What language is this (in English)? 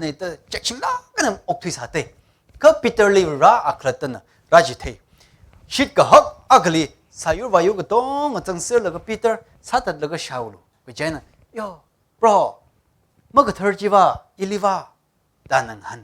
Tangkhul Naga (India)